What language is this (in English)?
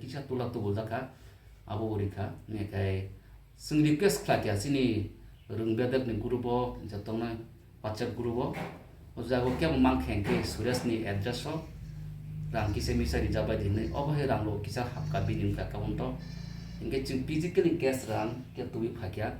Kok Borok